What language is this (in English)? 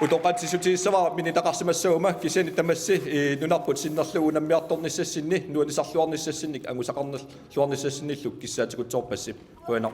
Kalaallisut